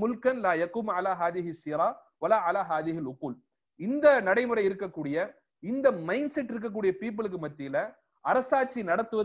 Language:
Tamil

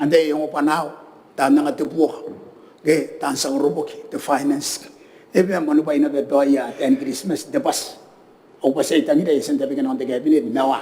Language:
Gilbertese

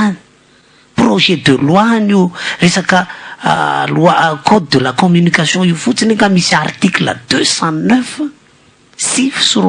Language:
Malagasy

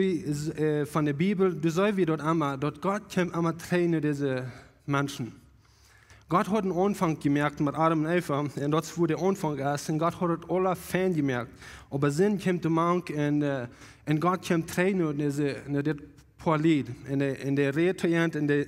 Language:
Plautdietsch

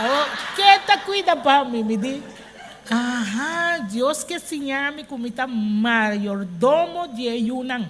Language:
Papiamento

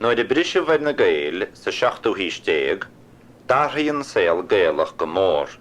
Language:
Irish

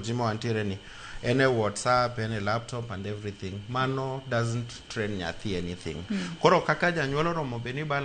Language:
Luo (Kenya and Tanzania)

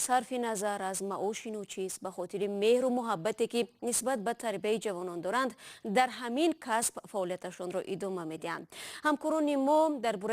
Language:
Tajik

